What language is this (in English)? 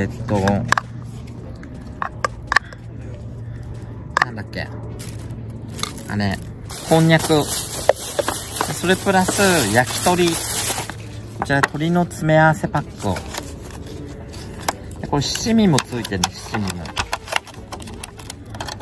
Japanese